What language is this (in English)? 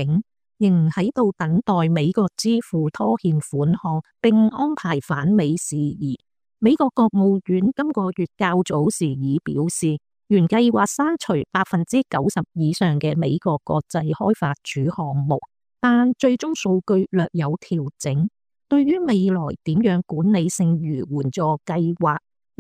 Cantonese